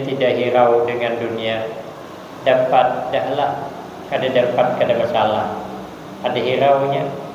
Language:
Banjar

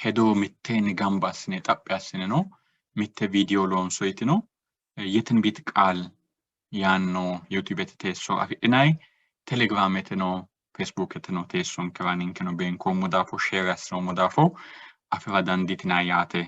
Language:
Sidamo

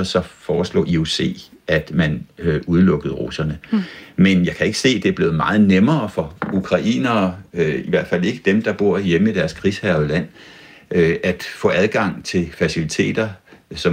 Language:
Danish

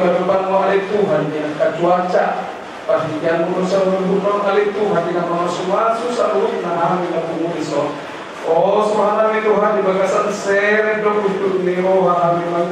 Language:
Batak Toba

